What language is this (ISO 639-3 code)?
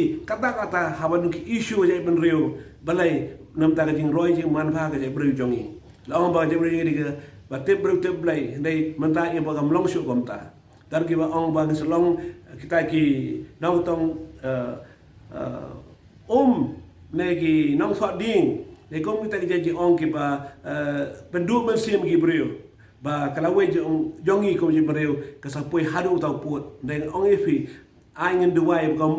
kha